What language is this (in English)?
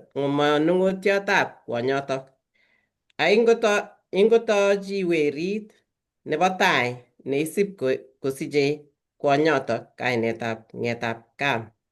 Kalenjin